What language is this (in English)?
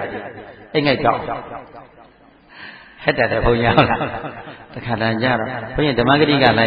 Burmese